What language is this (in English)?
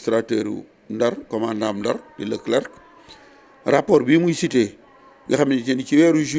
Wolof